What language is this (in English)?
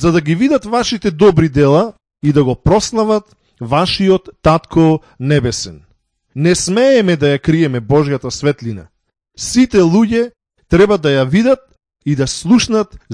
Macedonian